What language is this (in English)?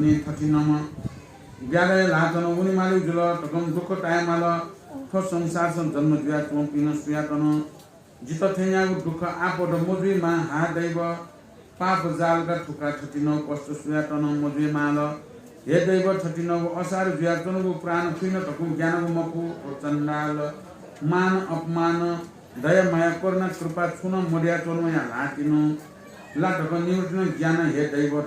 Newari